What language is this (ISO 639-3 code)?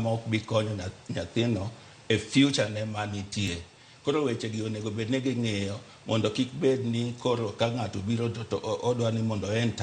luo